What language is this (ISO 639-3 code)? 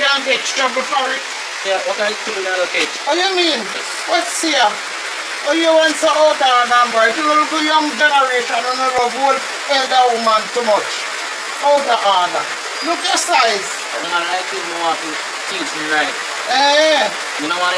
jam